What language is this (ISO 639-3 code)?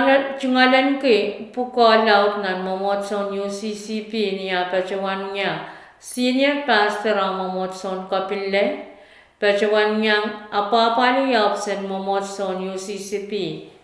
pon